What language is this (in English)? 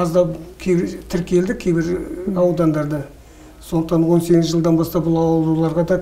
Kazakh